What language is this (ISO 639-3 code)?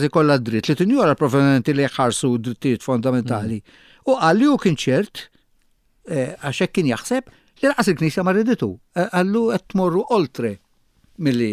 mlt